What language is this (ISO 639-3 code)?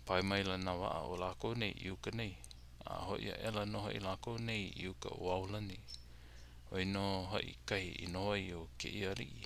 haw